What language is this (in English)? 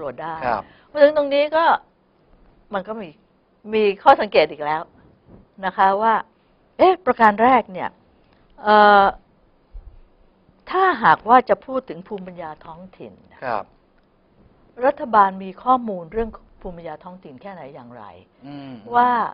Thai